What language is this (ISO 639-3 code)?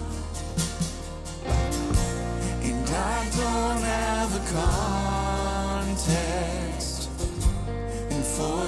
eng